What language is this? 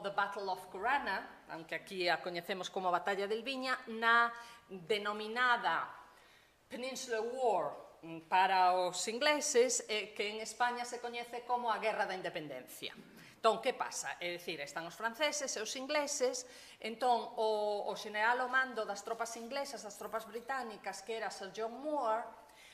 Galician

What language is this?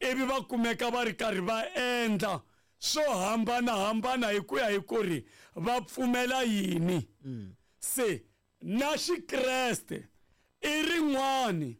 Tsonga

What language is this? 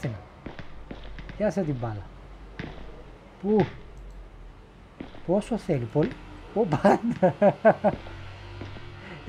Greek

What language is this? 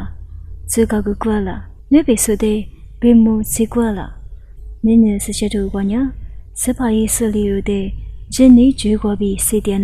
Lisu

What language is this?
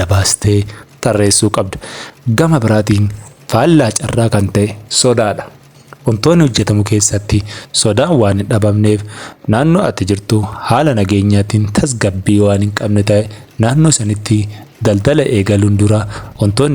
Oromo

